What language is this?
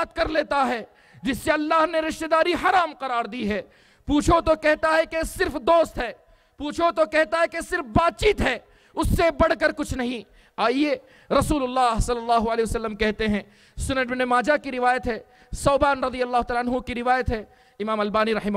Urdu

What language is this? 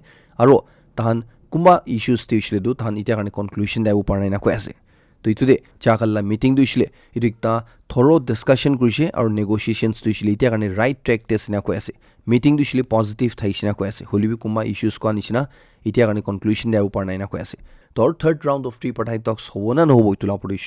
Naga Pidgin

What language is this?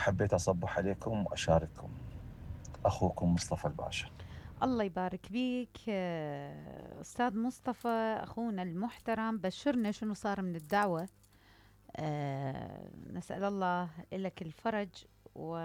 Mesopotamian Arabic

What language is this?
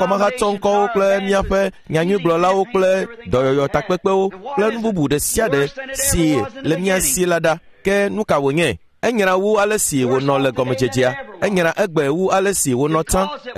Ewe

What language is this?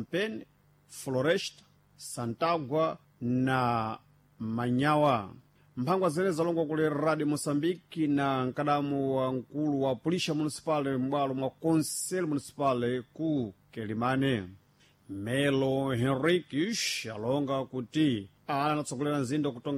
Sena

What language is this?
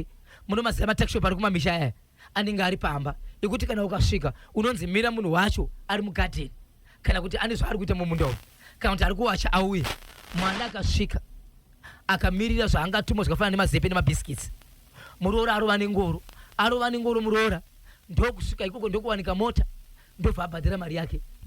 Shona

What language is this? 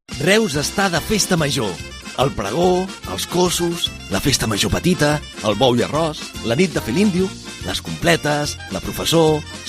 Catalan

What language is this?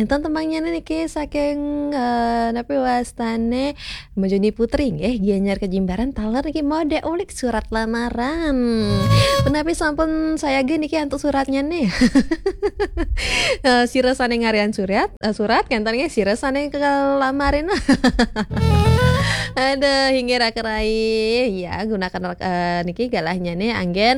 Balinese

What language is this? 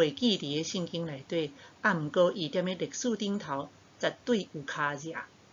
Min Nan Chinese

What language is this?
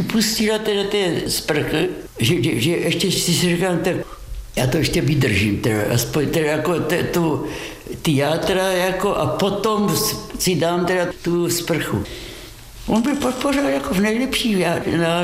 Czech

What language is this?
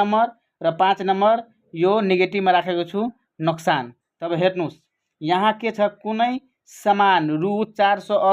Nepali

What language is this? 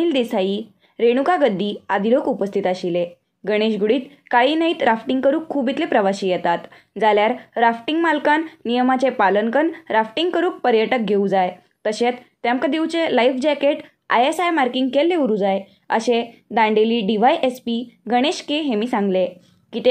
Konkani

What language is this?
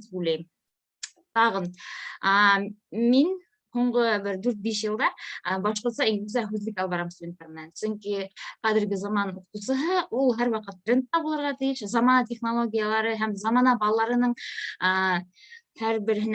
Bashkir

